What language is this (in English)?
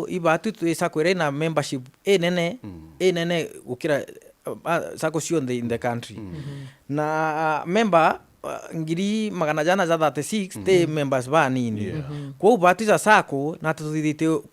Meru